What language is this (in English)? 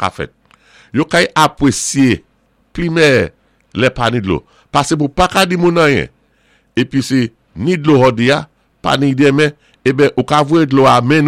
Saint Lucian Creole French